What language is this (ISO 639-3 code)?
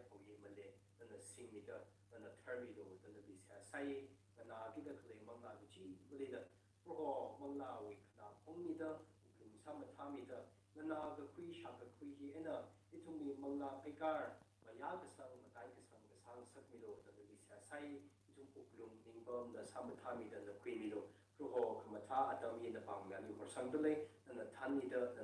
nmf